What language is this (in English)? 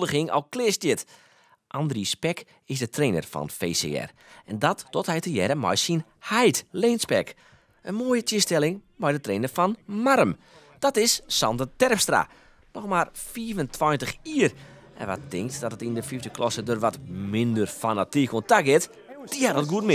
Western Frisian